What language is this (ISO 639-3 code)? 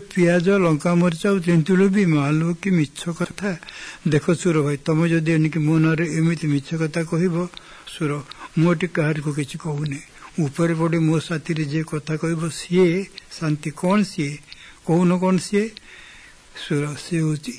ori